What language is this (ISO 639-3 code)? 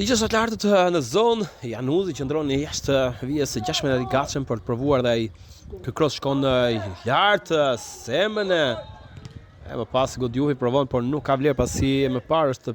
sqi